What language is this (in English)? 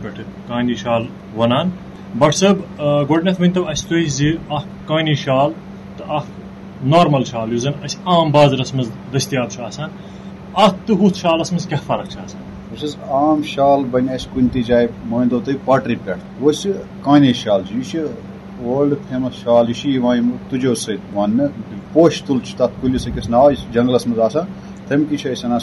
Kashmiri